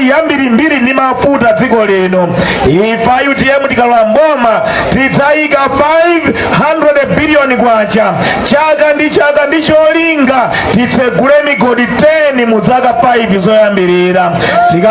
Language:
Nyanja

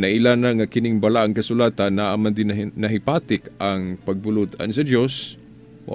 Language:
Cebuano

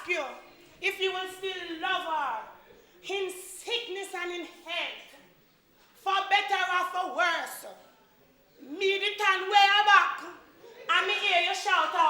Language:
Jamaican Creole English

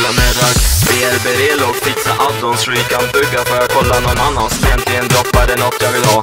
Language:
Swedish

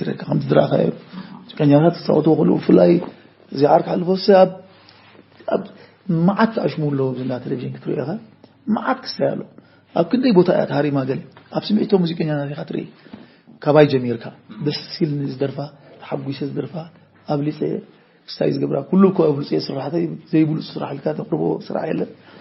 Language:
Tigrinya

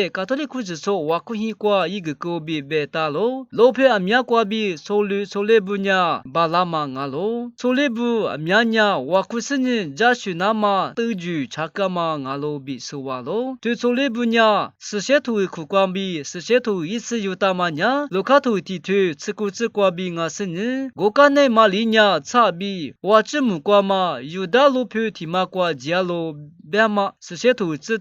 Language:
Lisu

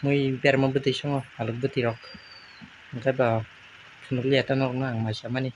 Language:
Kok Borok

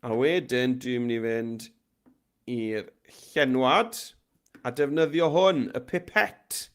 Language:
Welsh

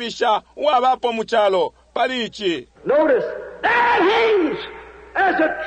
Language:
Bemba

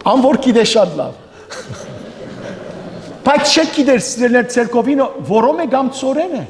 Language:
Western Armenian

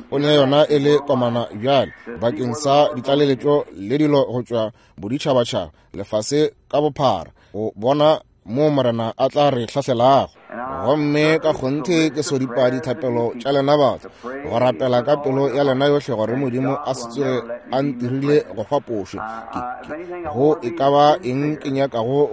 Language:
Northern Sotho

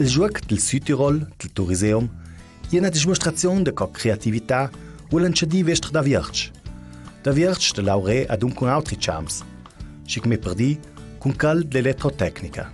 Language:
Ladin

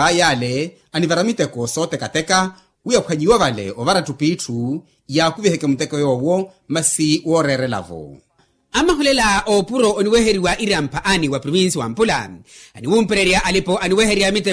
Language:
Makhuwa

